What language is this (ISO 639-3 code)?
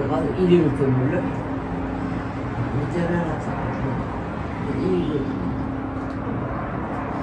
tur